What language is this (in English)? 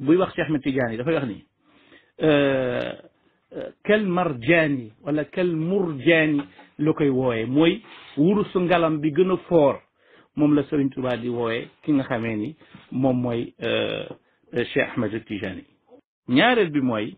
Wolof